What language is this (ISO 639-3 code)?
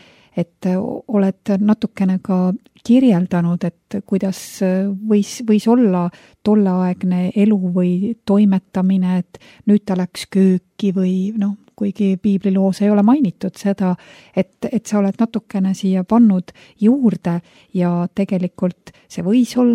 est